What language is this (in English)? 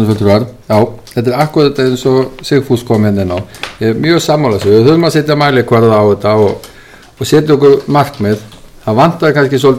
Icelandic